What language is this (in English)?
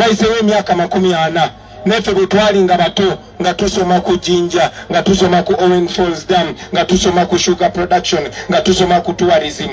Ganda